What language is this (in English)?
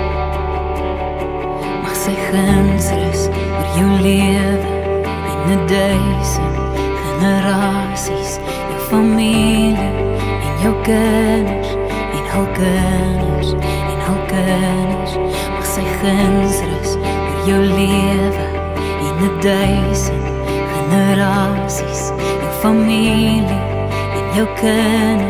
Afrikaans